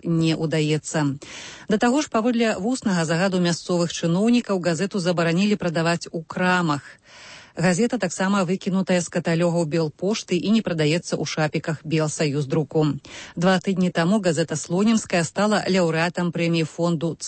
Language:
Belarusian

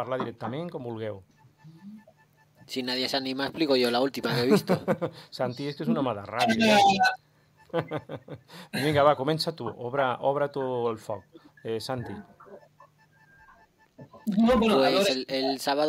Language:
Catalan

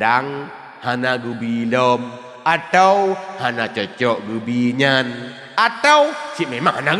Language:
Achinese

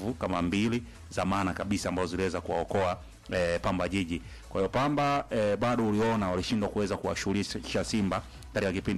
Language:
Swahili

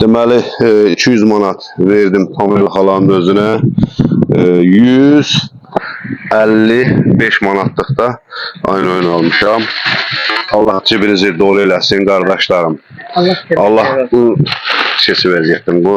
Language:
Azerbaijani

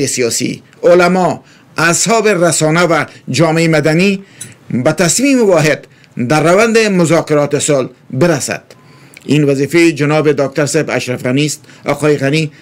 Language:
Persian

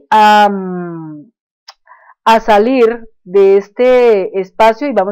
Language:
Spanish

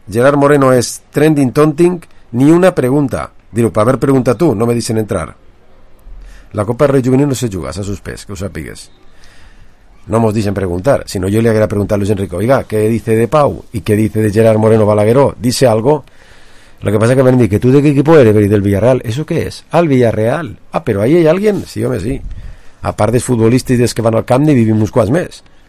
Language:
Catalan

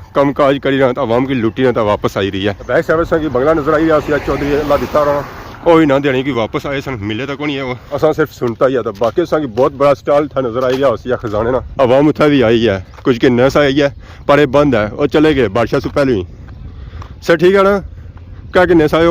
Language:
Pahari-Potwari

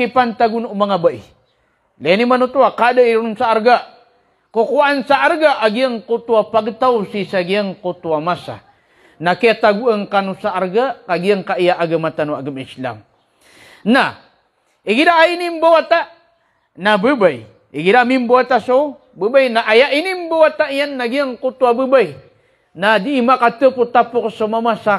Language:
Maranao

